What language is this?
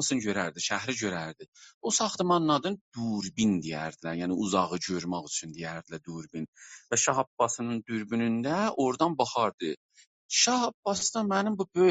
South Azerbaijani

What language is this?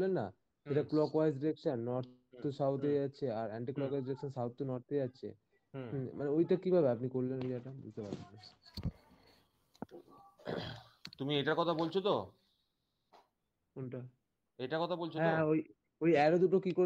Bangla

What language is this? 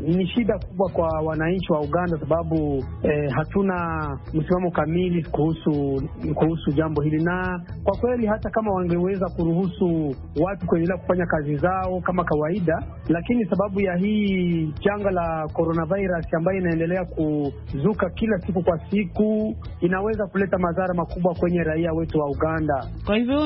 Swahili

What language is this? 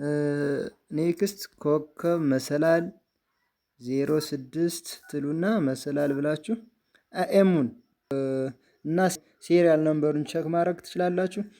Amharic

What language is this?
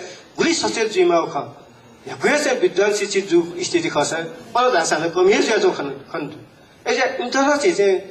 Newari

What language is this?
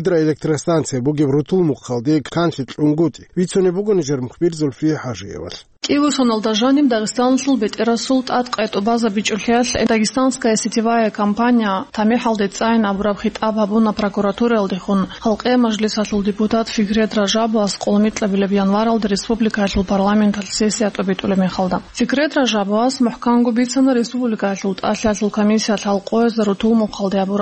Avaric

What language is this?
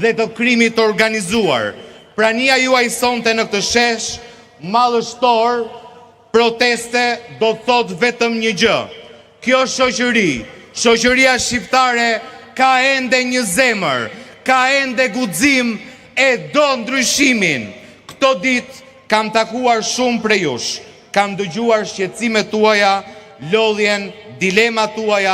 Albanian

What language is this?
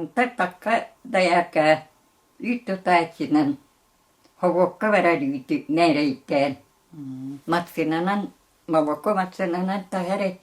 Yakut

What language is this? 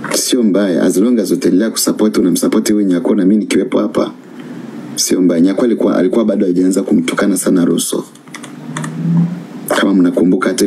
Swahili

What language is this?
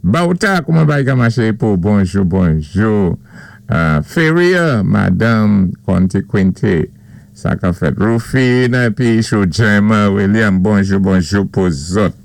Saint Lucian Creole French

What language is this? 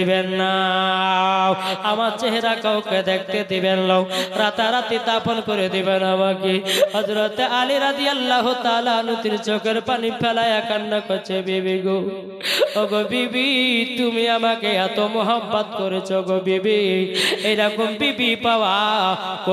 Bangla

